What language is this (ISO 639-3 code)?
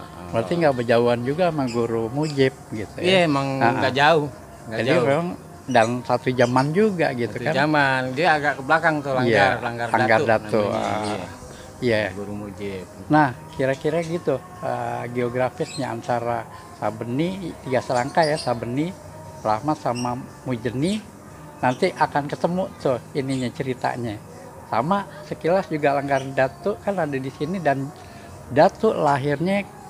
bew